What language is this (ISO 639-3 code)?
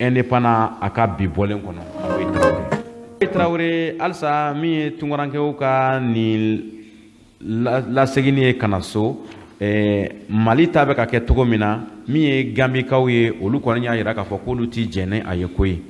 bam